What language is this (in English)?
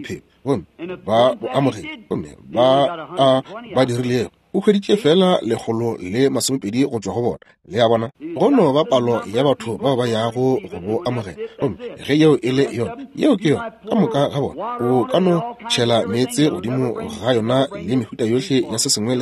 Northern Sotho